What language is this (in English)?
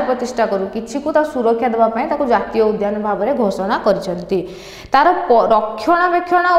Odia